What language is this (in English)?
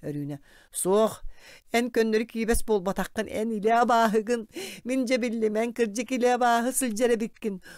Yakut